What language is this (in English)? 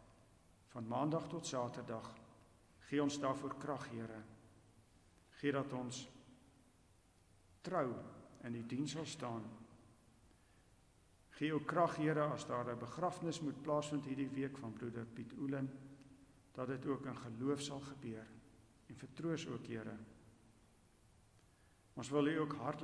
Afrikaans